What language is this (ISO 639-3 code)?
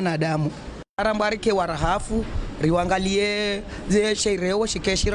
zdj